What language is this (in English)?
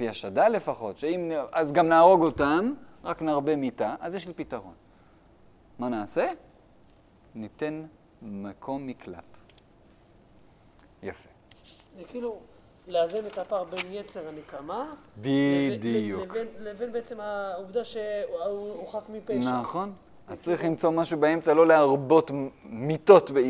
Hebrew